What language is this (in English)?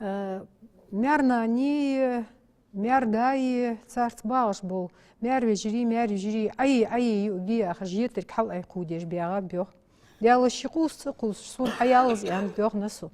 Ingush